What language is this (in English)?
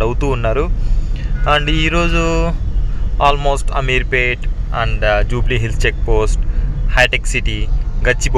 Telugu